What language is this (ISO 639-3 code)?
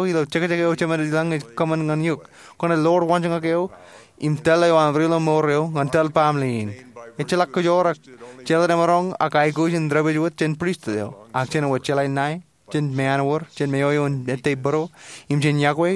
mah